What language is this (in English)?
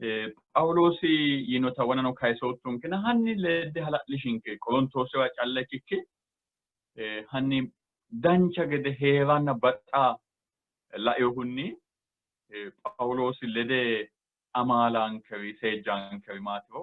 Sidamo